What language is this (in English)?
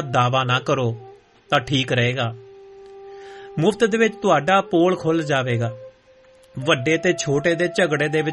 Punjabi